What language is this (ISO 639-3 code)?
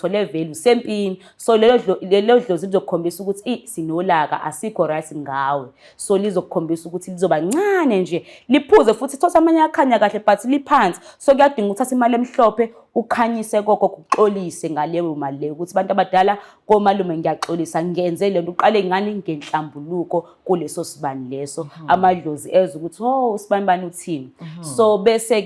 zul